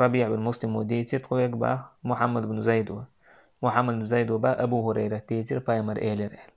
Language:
Chechen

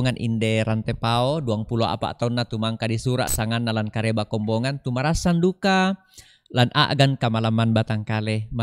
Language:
Toraja-Sa'dan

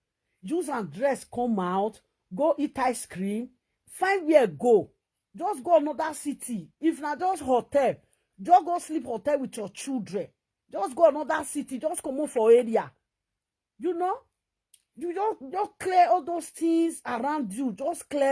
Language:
Nigerian Pidgin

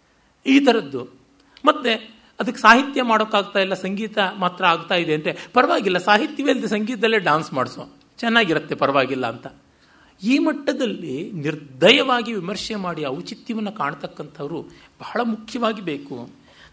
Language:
Kannada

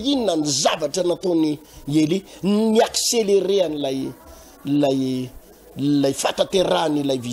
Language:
Malagasy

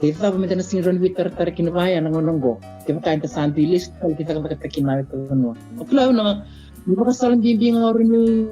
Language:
Fijian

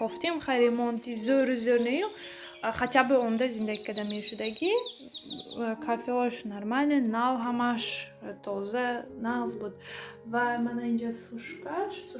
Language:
Tajik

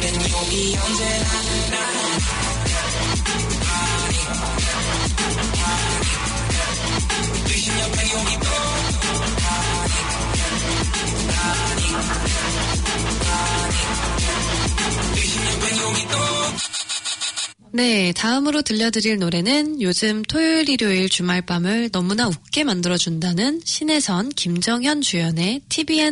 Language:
Korean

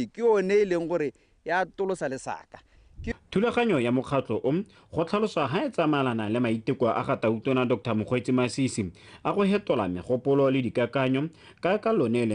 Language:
Tswana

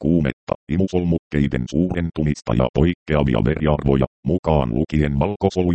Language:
Finnish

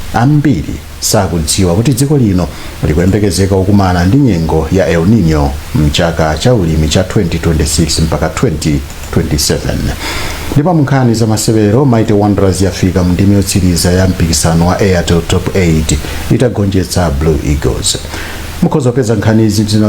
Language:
Nyanja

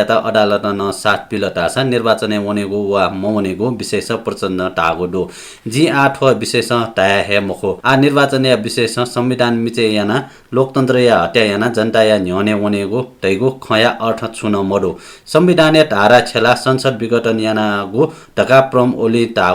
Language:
Newari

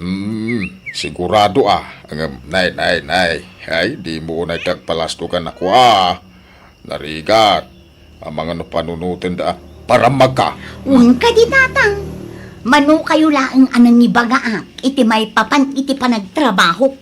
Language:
Iloko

